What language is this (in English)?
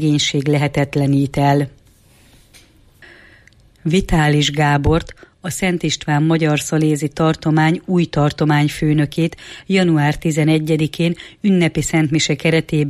Hungarian